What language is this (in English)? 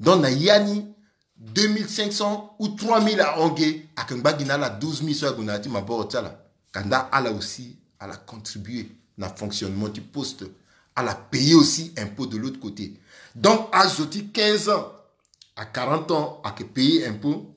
Sango